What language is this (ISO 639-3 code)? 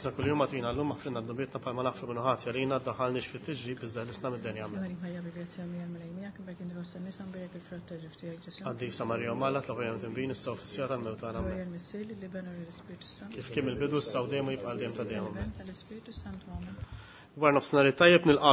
mlt